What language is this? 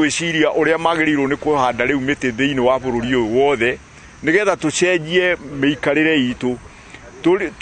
Kikuyu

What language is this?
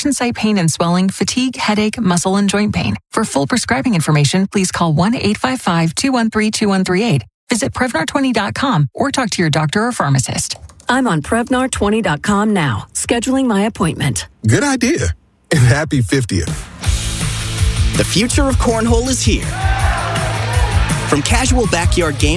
English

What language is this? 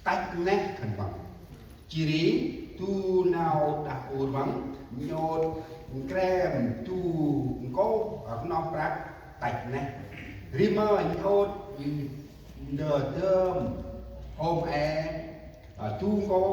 Central Mnong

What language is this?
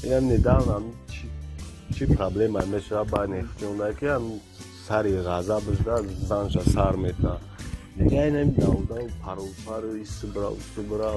Tajik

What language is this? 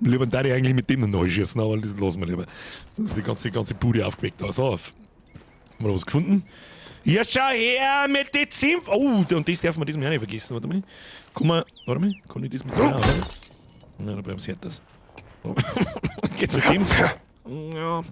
Bavarian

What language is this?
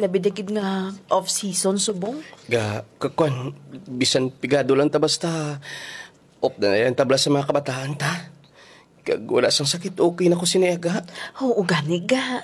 Hiligaynon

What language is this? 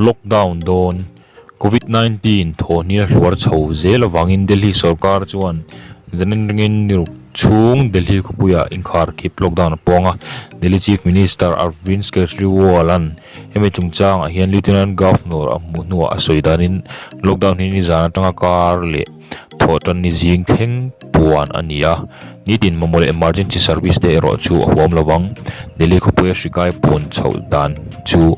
Mizo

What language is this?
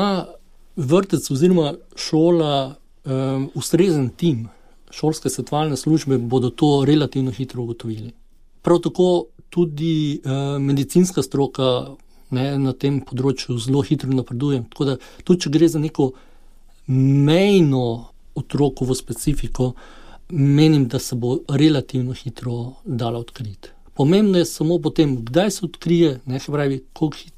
Slovenian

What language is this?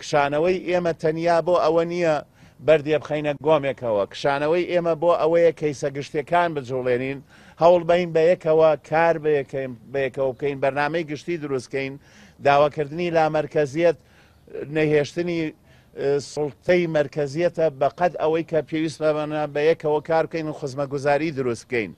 Central Kurdish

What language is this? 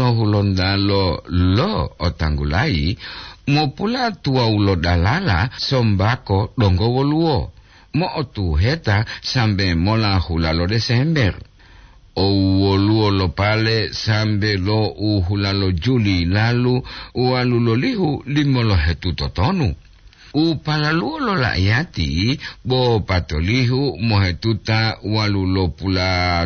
Gorontalo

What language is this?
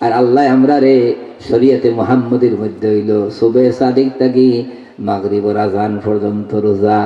Sylheti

